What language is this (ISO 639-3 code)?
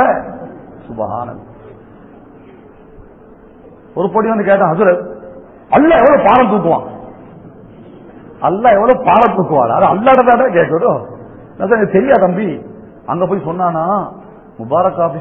tam